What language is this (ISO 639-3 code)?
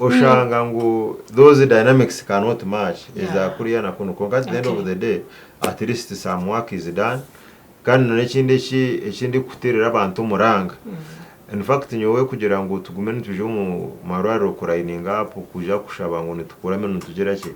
nyn